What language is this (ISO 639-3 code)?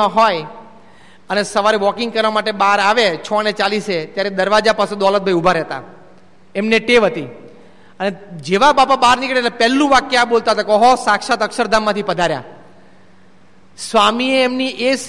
guj